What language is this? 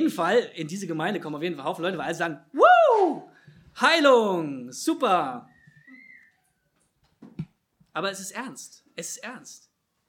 German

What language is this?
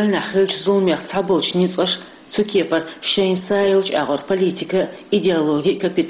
Chechen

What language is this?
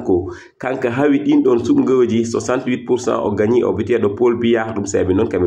Fula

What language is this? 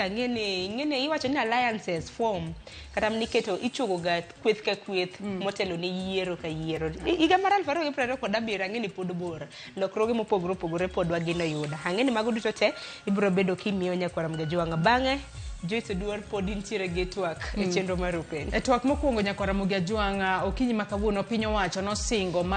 Luo (Kenya and Tanzania)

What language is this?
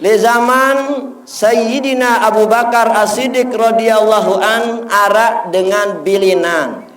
Sasak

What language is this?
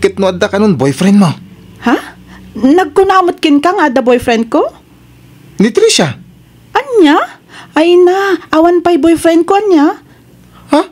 Iloko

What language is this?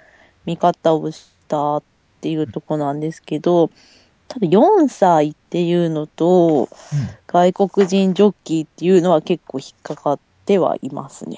Japanese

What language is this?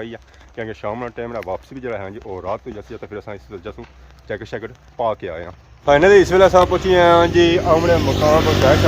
Pahari-Potwari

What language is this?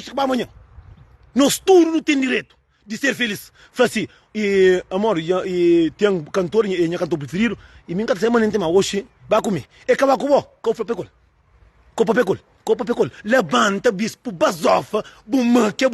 Kabuverdianu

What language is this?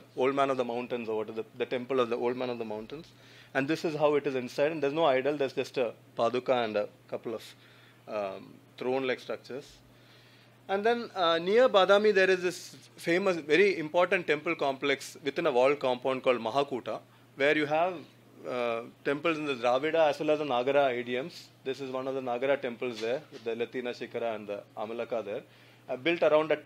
English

